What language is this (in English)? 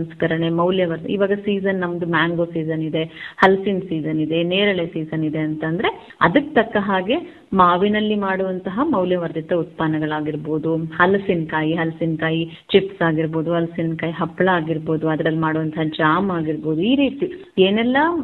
Kannada